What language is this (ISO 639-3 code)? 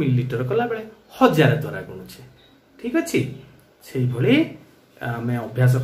ori